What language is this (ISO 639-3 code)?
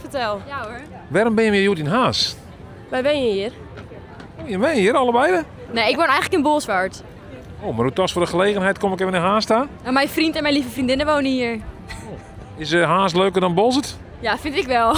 fry